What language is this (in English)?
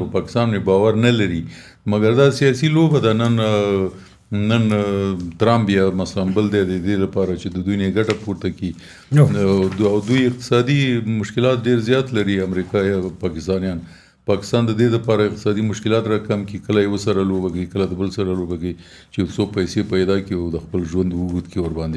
Pashto